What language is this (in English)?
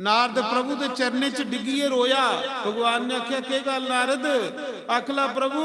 Dogri